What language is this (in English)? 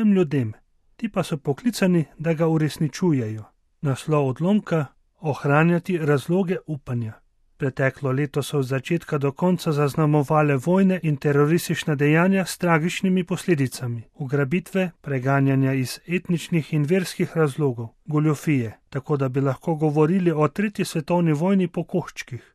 Slovenian